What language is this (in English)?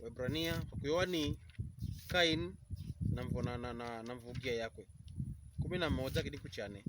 Pokomo